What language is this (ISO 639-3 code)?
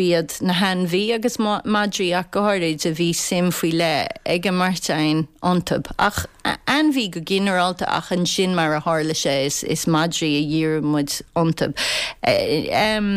gle